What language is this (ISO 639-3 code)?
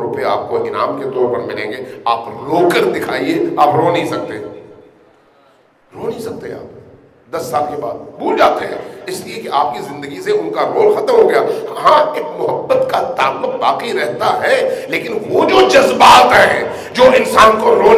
urd